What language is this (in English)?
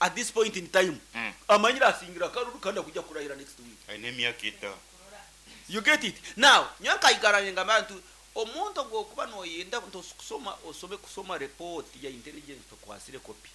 Nyankole